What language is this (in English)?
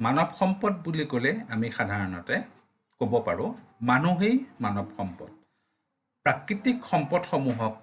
Assamese